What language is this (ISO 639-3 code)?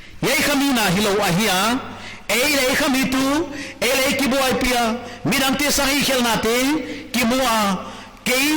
pck